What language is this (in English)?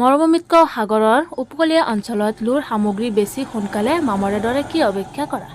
Assamese